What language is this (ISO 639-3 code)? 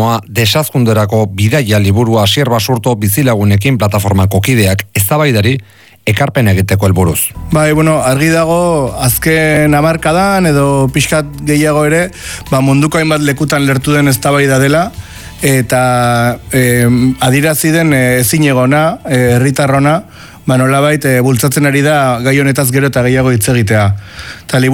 eus